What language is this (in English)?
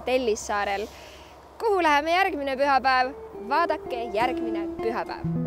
Estonian